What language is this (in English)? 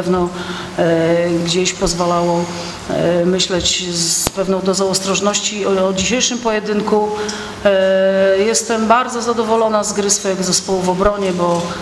Polish